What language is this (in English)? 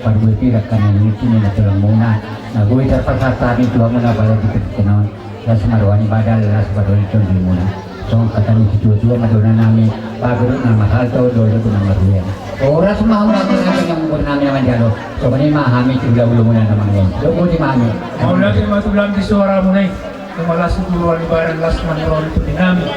Batak Toba